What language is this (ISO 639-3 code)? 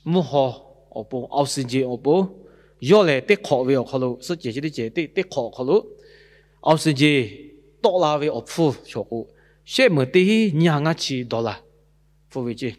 lhu